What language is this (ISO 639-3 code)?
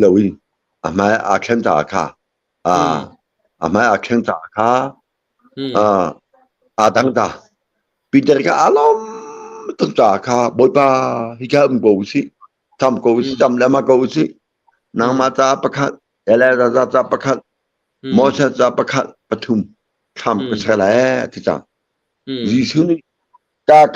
cnh